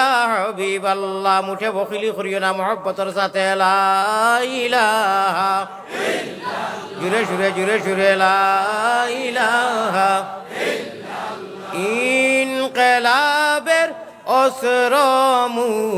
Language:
Sylheti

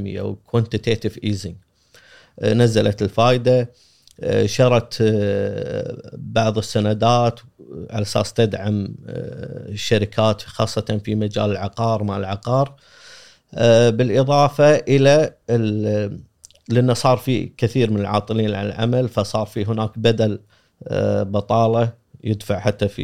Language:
Gulf Arabic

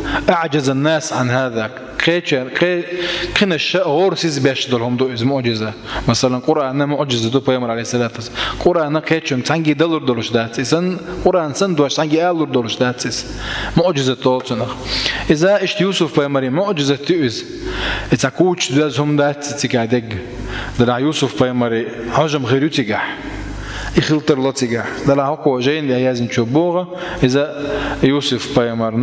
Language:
Chechen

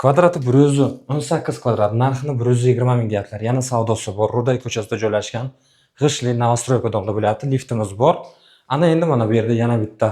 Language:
Uzbek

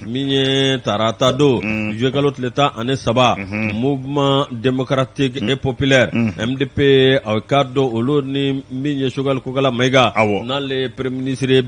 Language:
Bambara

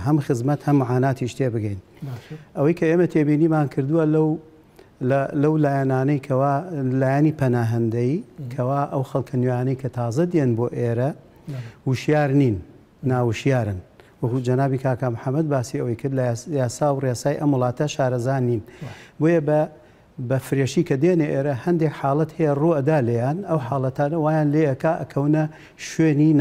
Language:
Central Kurdish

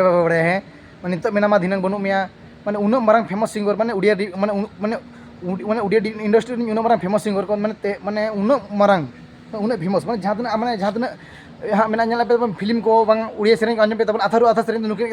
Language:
Santali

